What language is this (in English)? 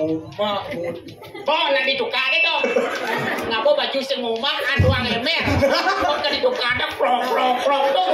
Balinese